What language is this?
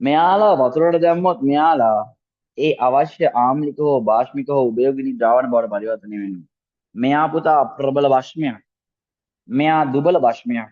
Sinhala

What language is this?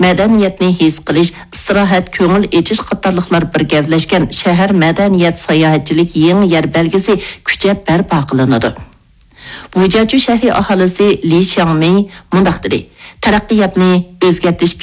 Uyghur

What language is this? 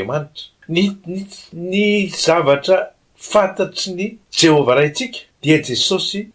Malagasy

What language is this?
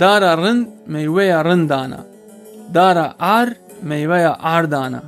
Zaza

